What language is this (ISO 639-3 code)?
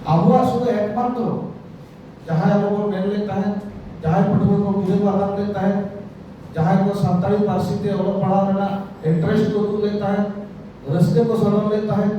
sat